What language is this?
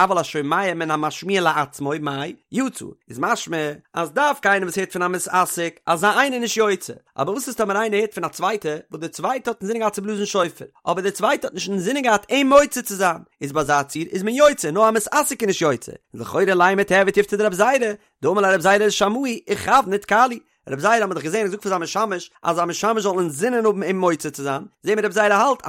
Yiddish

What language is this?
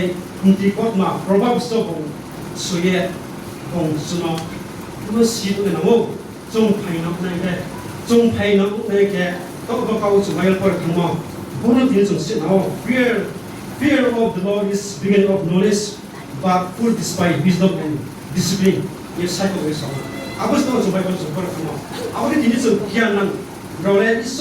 Riang (India)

